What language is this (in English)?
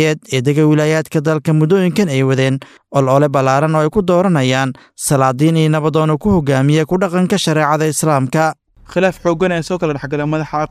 Somali